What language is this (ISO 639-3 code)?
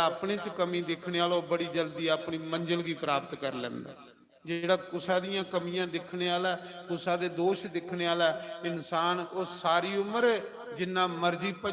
doi